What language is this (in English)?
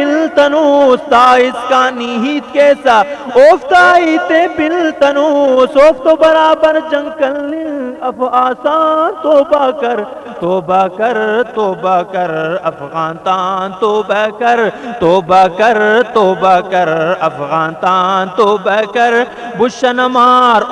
Brahui